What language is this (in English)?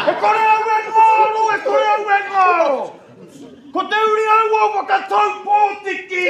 Māori